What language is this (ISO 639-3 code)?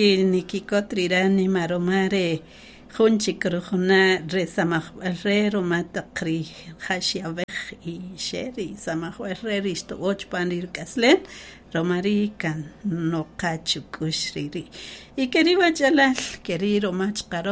cak